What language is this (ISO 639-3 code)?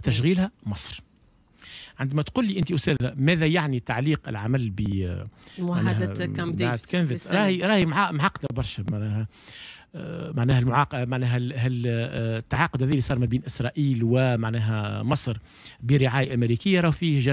aeb